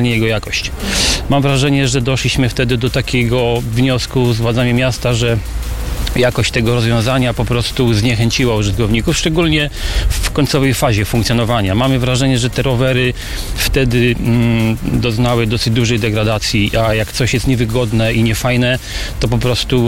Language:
Polish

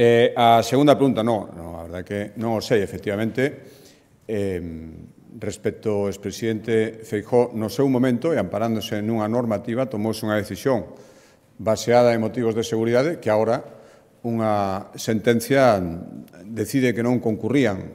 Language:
Galician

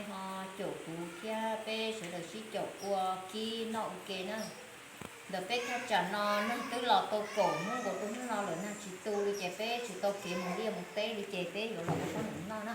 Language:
Hmong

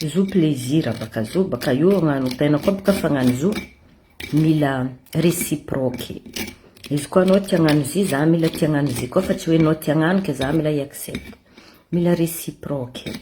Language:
Malagasy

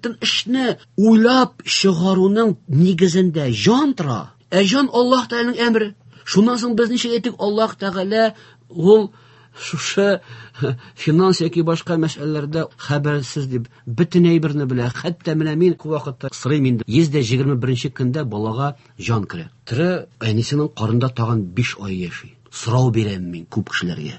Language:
Tatar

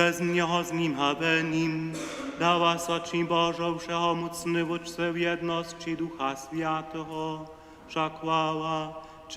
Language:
Upper Sorbian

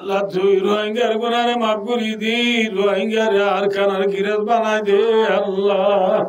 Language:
Rohingya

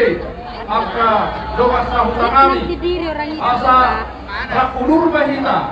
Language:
Batak Toba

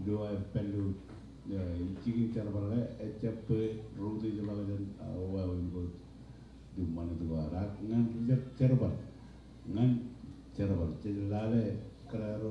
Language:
Marshallese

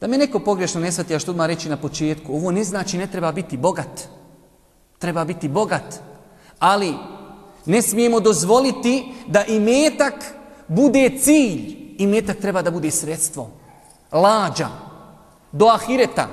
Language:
Bosnian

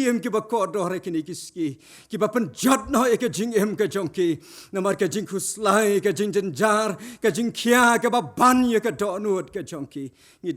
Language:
Khasi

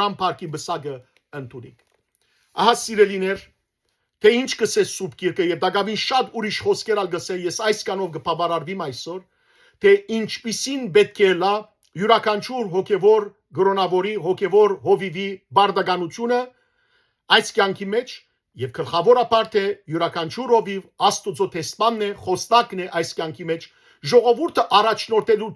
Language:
Western Armenian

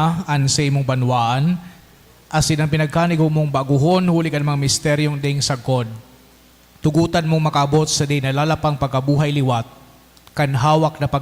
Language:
Bikol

